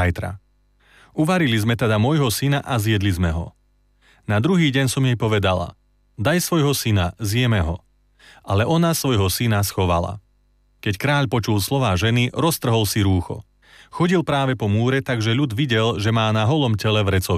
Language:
Slovak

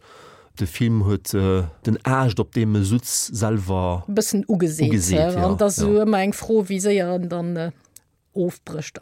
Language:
Luxembourgish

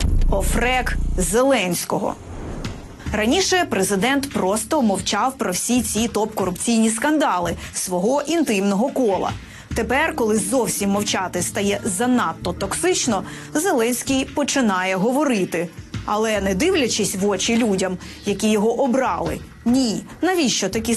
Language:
Ukrainian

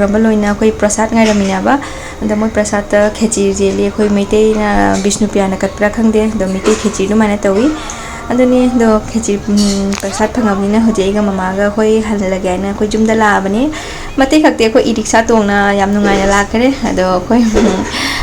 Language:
Manipuri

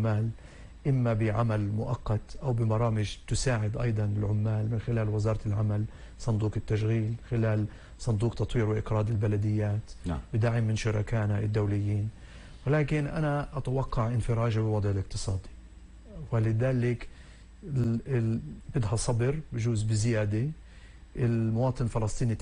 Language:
North Levantine Arabic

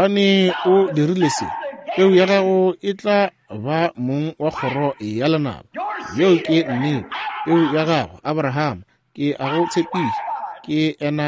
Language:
Northern Sotho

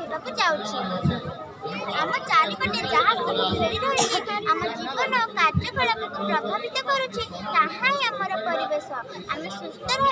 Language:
Odia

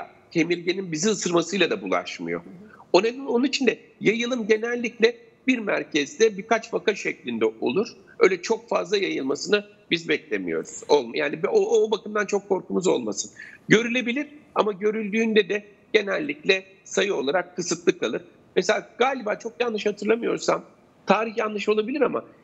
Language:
Turkish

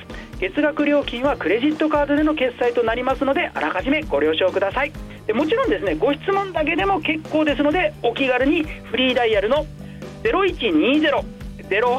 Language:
Japanese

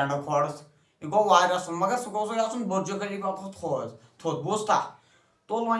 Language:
Kashmiri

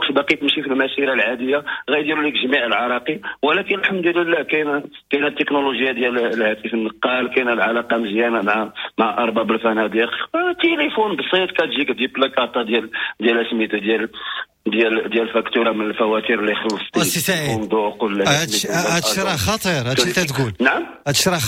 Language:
Moroccan Arabic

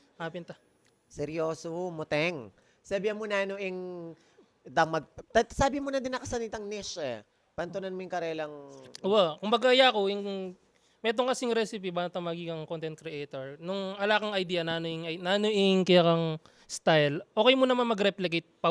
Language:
Pampanga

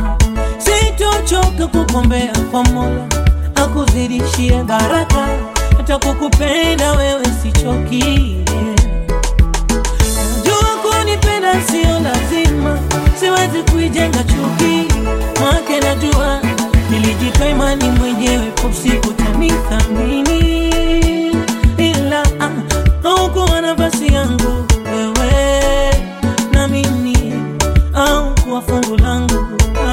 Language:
Swahili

